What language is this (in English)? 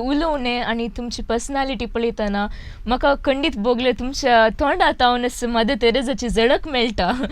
Konkani